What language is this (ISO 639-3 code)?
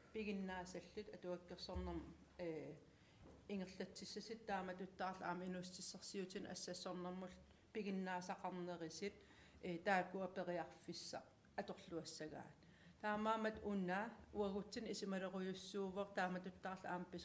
kal